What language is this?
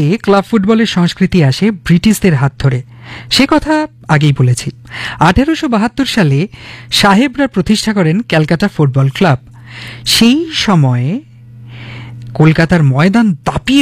Bangla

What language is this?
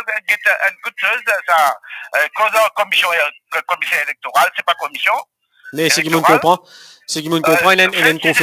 Morisyen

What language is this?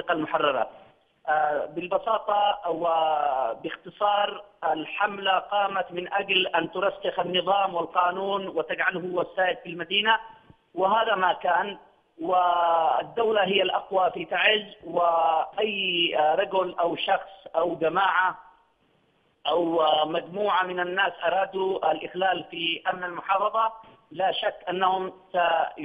Arabic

